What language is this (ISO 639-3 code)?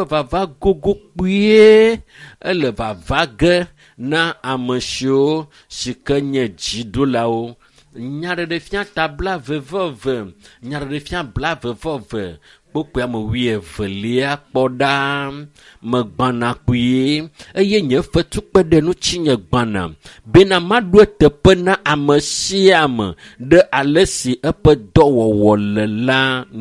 ewe